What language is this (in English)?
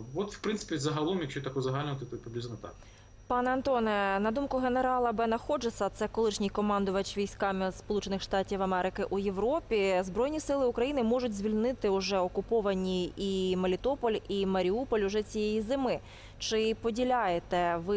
Ukrainian